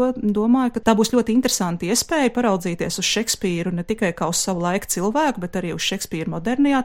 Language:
Latvian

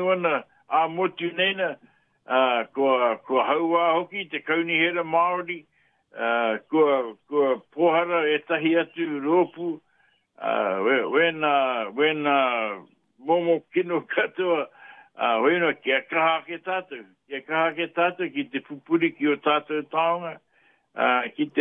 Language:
Māori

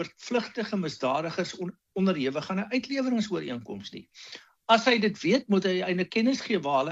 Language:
Afrikaans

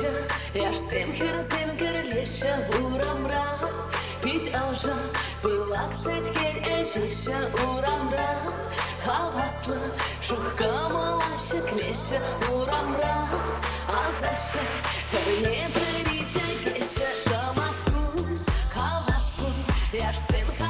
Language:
Chuvash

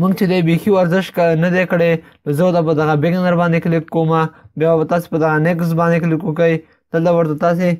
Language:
Pashto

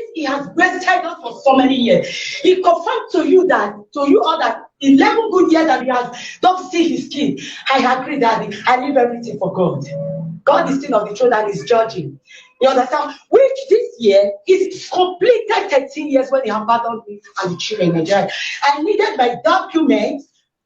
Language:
Nigerian Pidgin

